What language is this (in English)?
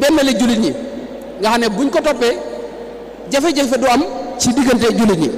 Wolof